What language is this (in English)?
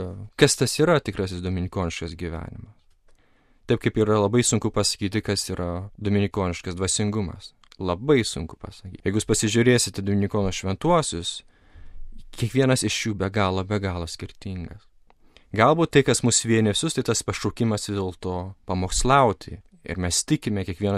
Lithuanian